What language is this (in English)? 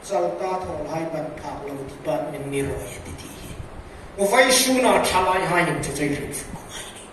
Hmar